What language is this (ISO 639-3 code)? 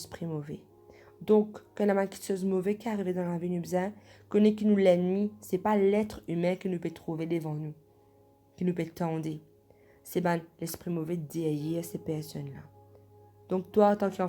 mfe